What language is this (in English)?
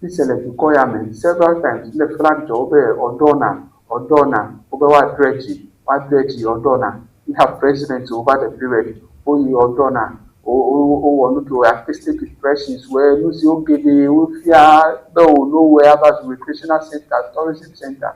Ewe